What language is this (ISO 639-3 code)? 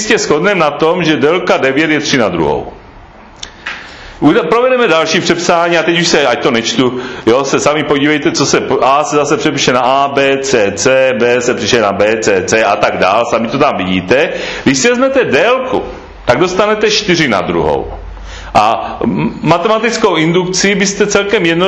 ces